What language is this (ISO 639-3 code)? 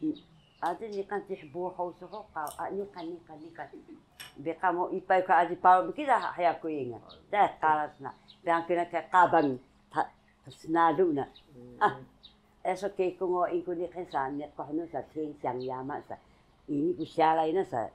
trv